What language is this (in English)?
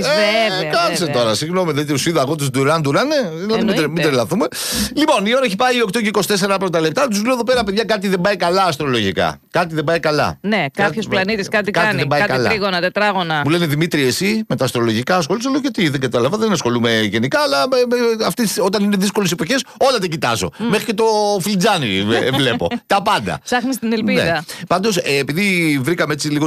Greek